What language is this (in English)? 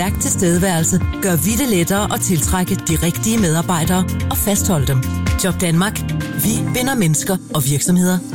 Danish